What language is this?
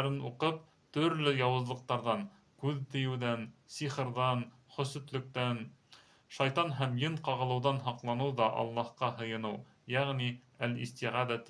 Bashkir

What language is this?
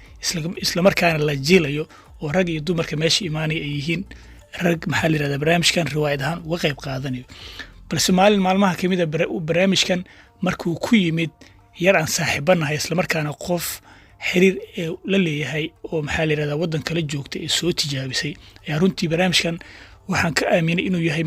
Somali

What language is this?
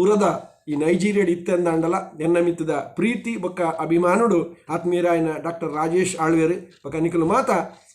Tulu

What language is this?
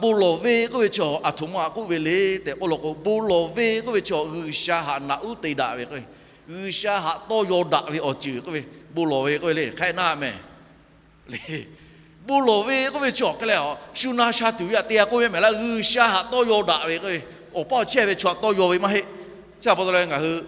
Lahu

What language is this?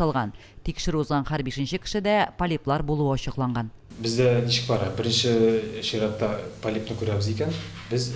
Tatar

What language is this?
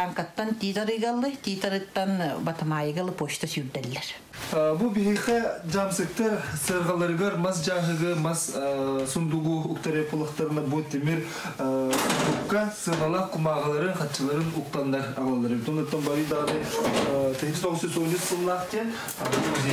Yakut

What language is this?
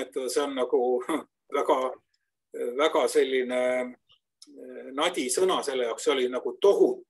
Estonian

